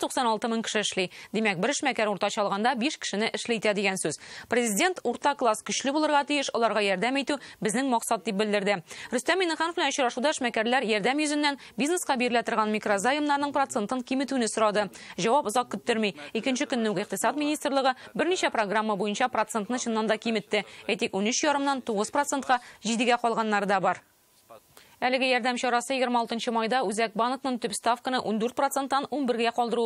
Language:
Tatar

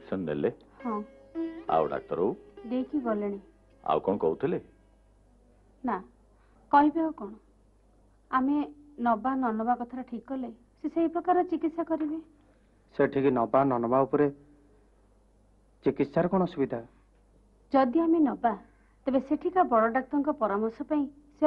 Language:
Odia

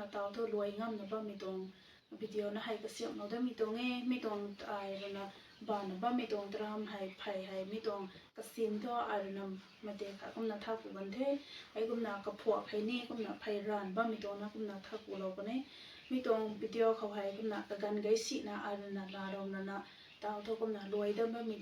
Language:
Rongmei Naga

